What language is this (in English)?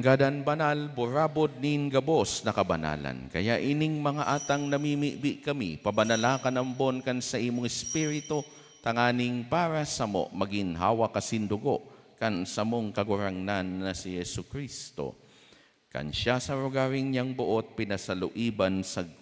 Bikol